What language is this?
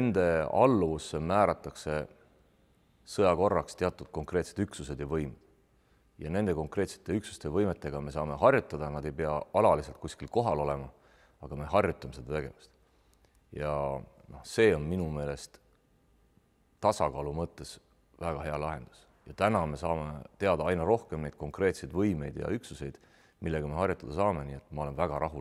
Estonian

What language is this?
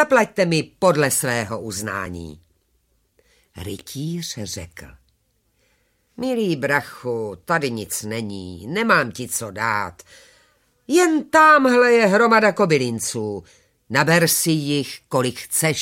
Czech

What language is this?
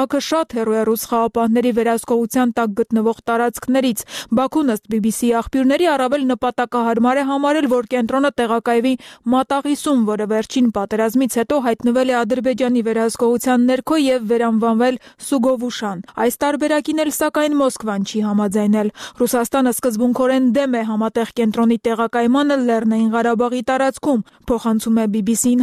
Armenian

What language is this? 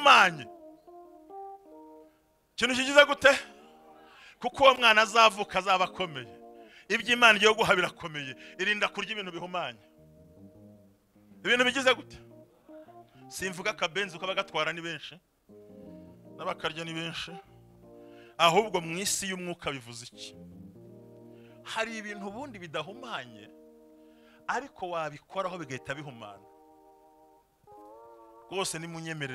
Kinyarwanda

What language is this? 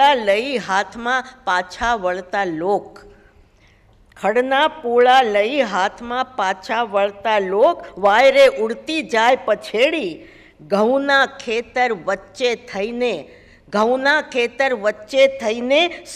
Gujarati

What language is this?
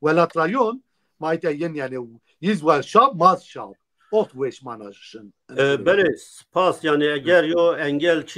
Zaza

